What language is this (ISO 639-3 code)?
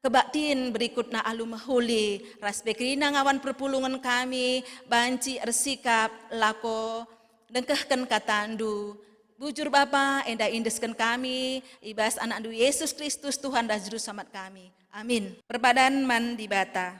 btx